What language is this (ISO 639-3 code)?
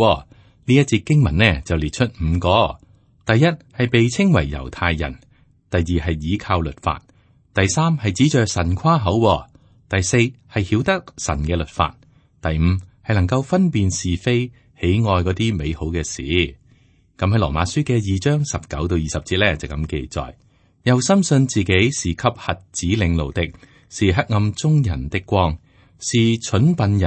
yue